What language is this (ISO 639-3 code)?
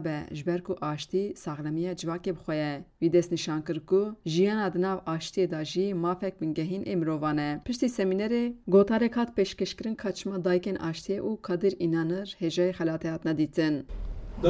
kur